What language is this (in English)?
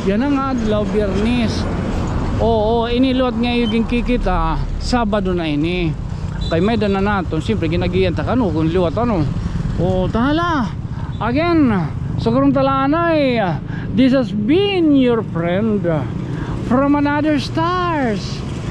Waray